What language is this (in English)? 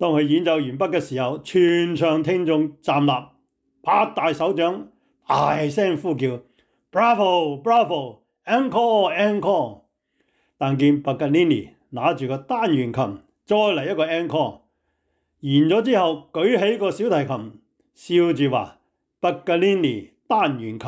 Cantonese